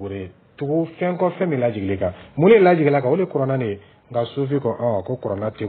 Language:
Dyula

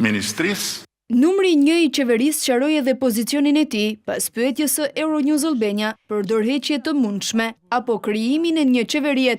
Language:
Albanian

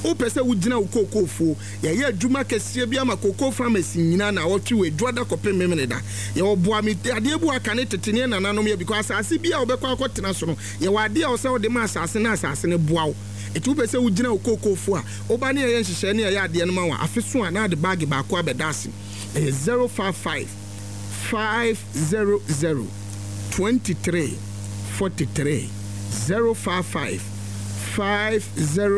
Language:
Akan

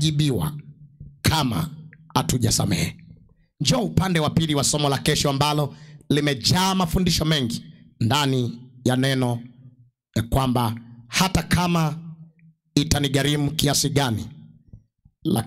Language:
Swahili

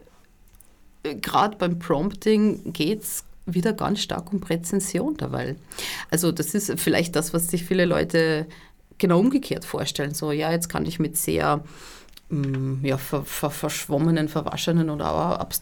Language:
German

